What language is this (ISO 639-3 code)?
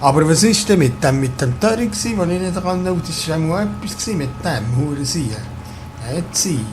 gsw